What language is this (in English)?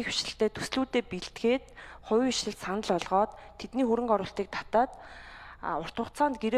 Mongolian